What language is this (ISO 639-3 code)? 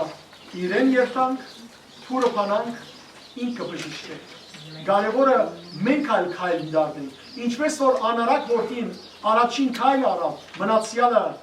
hyw